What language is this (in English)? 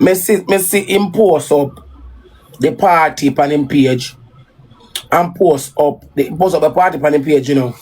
Jamaican Creole English